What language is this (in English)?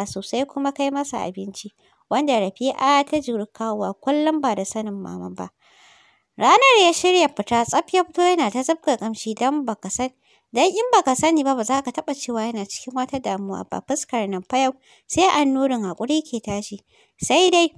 Hausa